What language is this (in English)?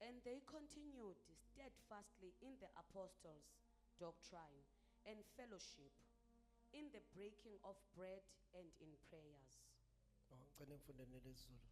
Zulu